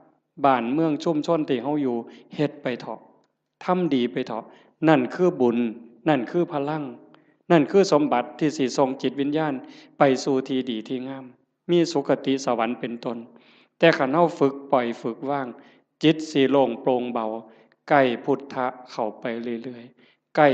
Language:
Northeastern Thai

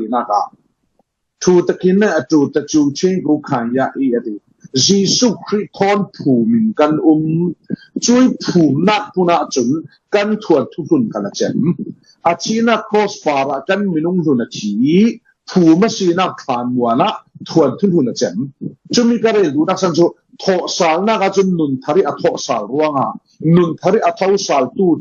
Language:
Falam Chin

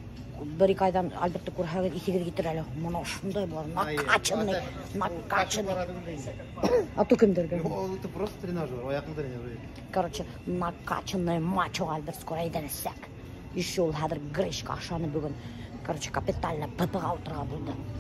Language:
Bashkir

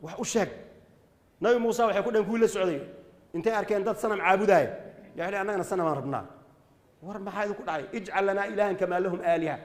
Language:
Somali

